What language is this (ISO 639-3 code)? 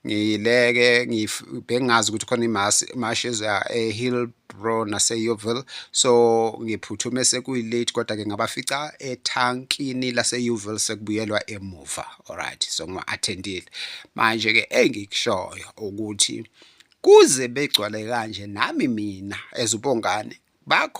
zul